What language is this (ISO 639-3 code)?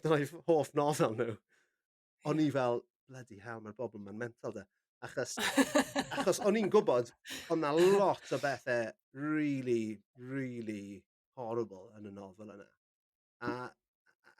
cym